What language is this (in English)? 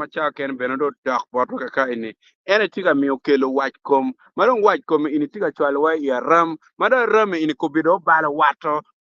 Acoli